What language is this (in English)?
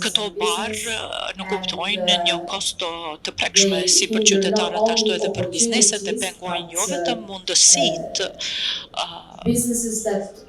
Albanian